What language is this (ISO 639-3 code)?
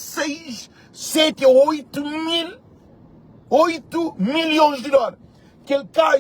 kea